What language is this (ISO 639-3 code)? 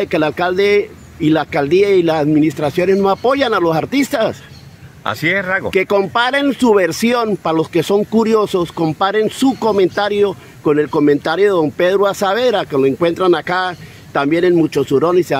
spa